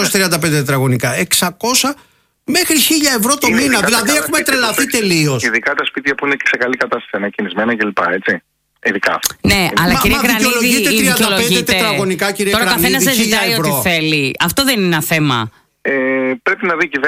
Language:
Greek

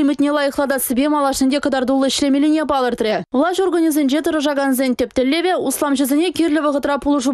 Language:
Chuvash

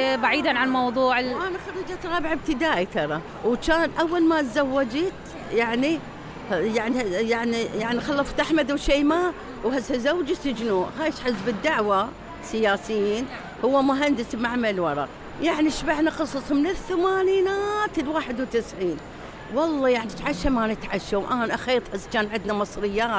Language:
Mesopotamian Arabic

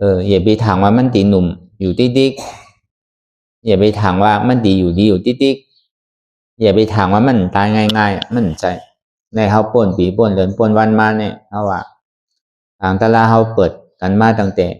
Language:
Shan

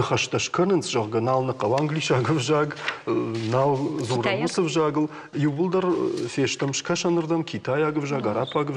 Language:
Ossetic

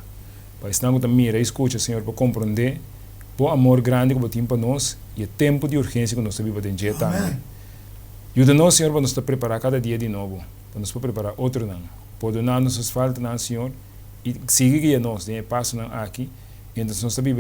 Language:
Papiamento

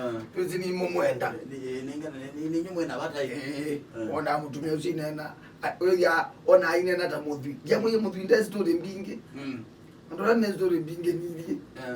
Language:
Kamba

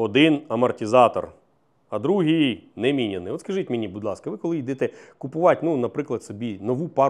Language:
Ukrainian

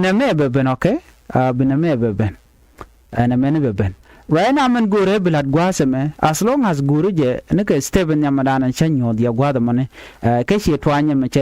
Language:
Nuer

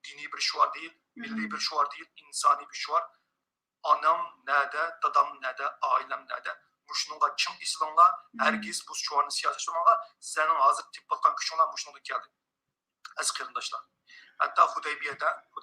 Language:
Uyghur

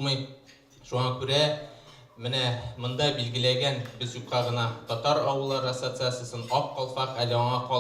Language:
Tatar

